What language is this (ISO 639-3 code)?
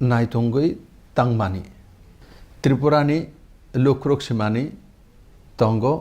trp